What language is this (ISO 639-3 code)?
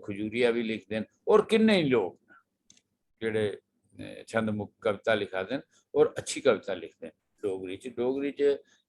doi